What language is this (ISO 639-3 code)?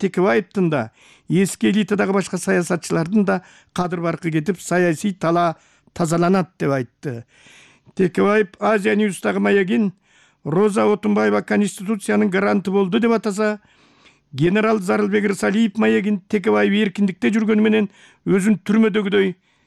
kir